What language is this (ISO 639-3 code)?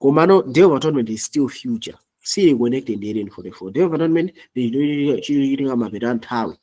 nya